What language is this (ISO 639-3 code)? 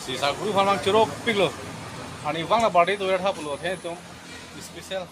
mjw